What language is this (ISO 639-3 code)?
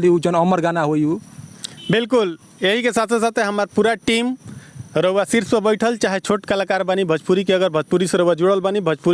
bho